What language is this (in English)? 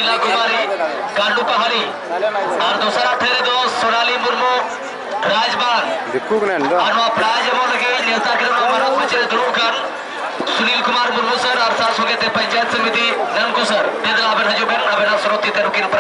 Santali